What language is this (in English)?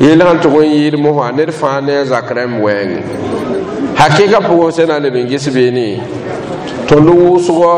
Mossi